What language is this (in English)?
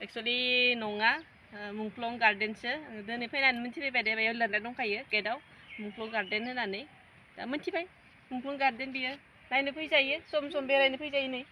Bodo